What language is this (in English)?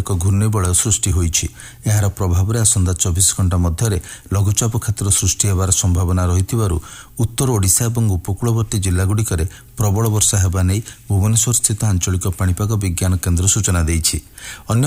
Odia